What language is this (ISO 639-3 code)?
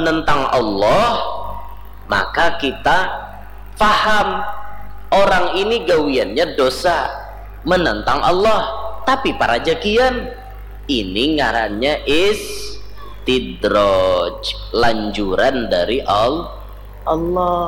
bjn